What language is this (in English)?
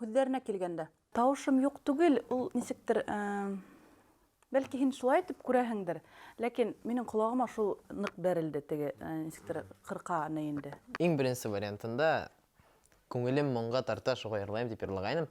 Bashkir